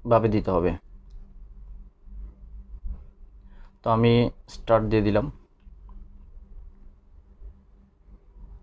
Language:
Bangla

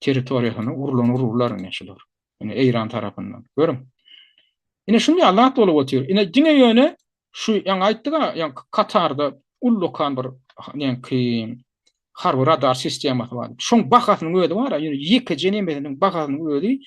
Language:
Turkmen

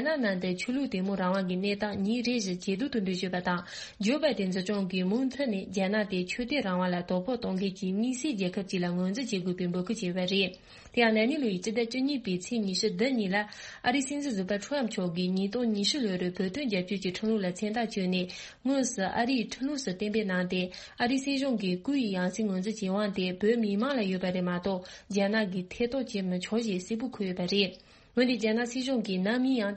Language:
Tibetan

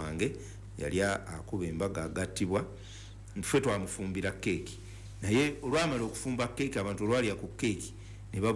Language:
Ganda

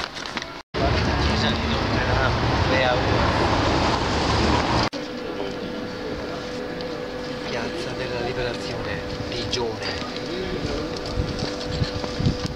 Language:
Italian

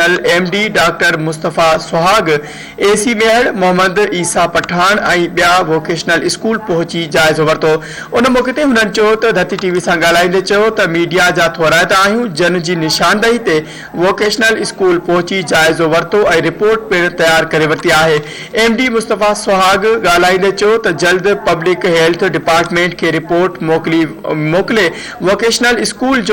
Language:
Sindhi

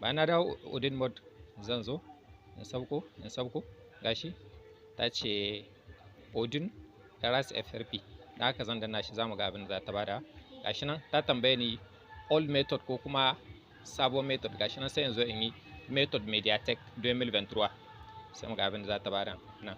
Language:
Hausa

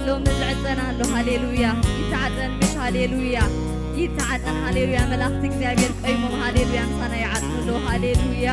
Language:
Tigrinya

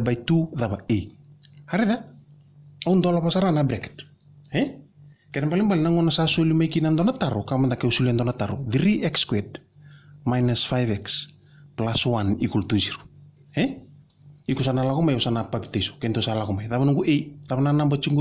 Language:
Fijian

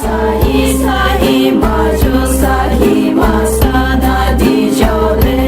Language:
Poumei Naga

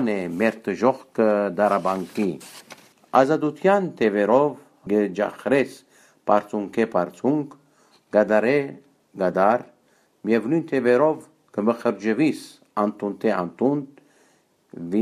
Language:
Armenian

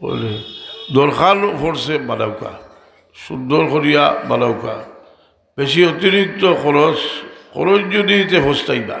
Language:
Sylheti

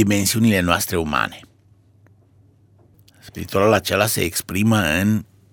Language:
Romanian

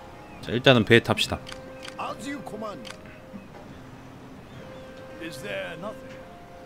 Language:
Korean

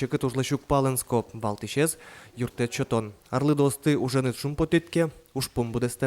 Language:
Udmurt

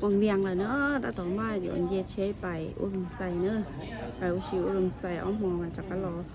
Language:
Hmong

